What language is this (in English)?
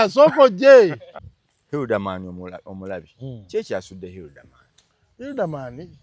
Ganda